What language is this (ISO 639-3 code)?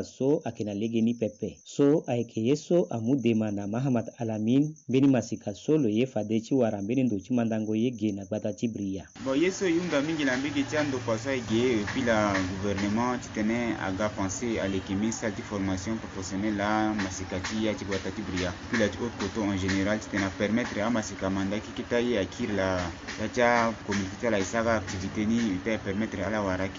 sag